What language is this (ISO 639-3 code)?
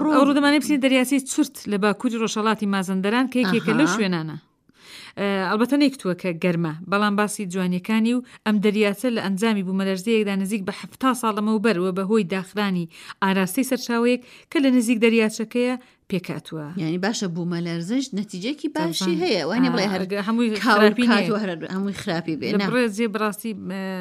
ckb